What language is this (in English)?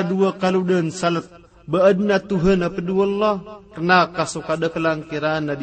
Maranao